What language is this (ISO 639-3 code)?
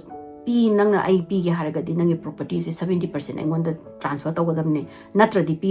mni